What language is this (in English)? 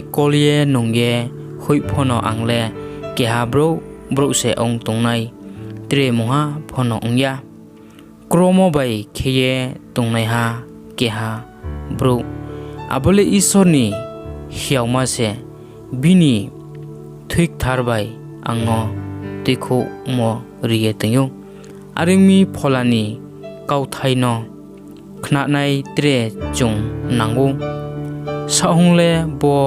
Riang (India)